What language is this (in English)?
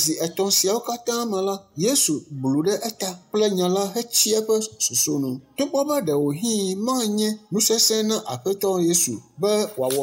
Ewe